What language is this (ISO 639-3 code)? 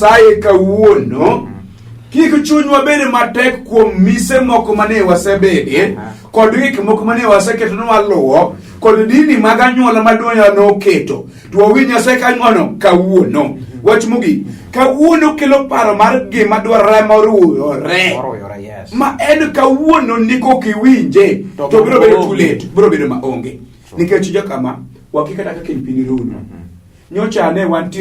luo